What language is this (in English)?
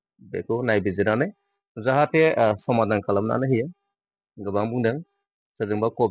Bodo